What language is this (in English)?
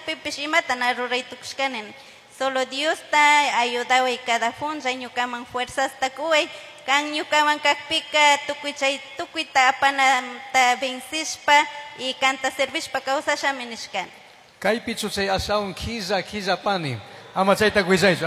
Chimborazo Highland Quichua